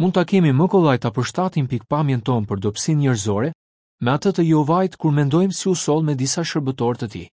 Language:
Albanian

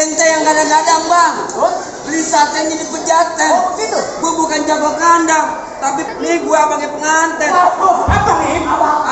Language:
Betawi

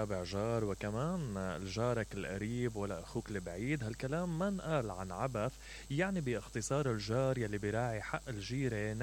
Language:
Mesopotamian Arabic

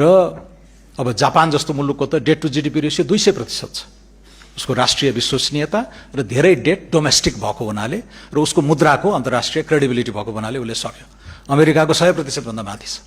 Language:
Nepali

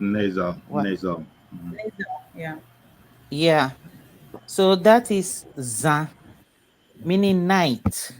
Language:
Ewe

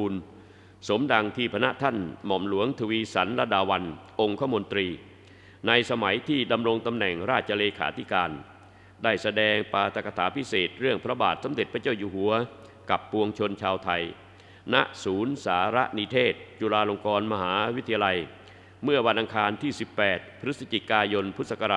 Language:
Thai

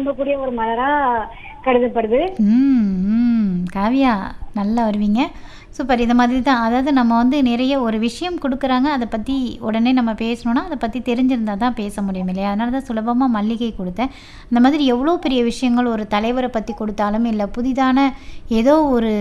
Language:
Tamil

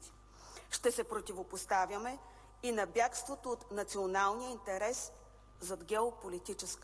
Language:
Bulgarian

